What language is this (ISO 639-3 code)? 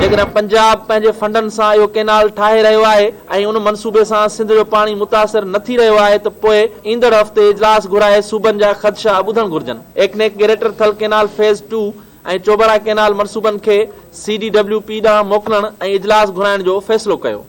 snd